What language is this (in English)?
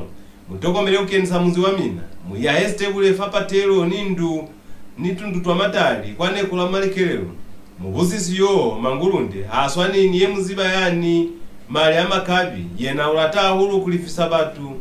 Lozi